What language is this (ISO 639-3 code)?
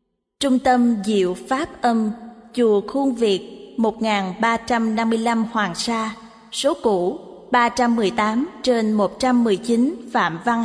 vie